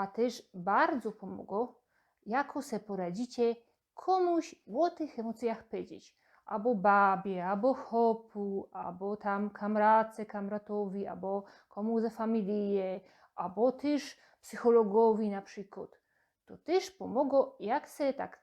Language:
Silesian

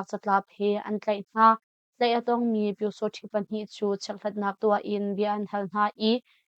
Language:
Hakha Chin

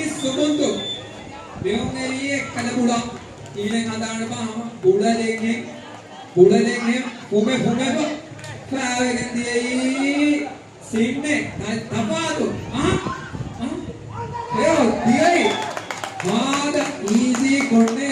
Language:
Divehi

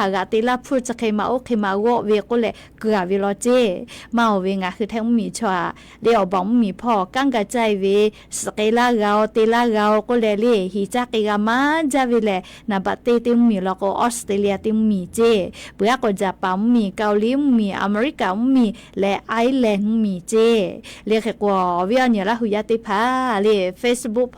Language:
Lahu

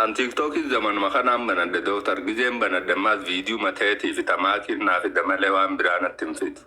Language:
Oromo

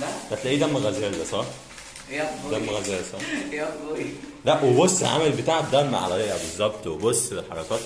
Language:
Egyptian Arabic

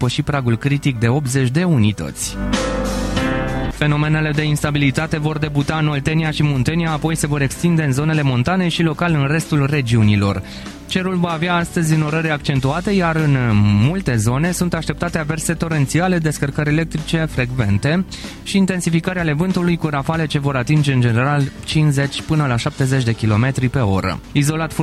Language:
Romanian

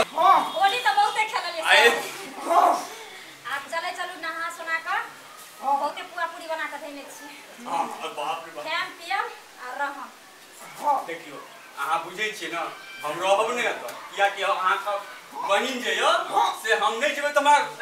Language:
Maithili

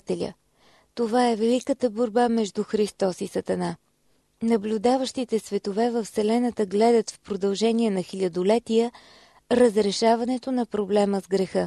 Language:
Bulgarian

